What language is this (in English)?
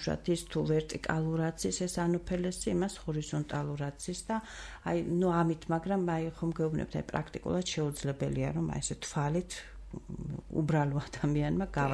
Georgian